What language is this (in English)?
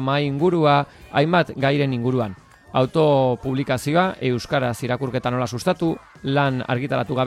Basque